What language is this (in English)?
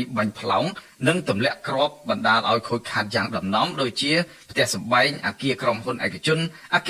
Khmer